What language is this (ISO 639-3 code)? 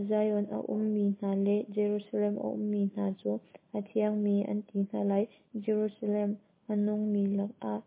cnh